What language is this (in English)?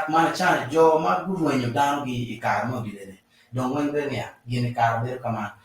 Acoli